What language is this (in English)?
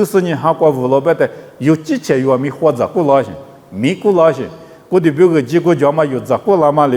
Lisu